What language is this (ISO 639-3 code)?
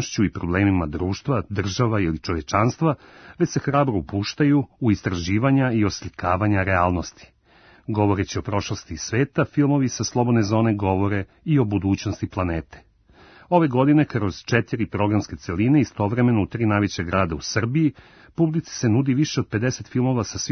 srp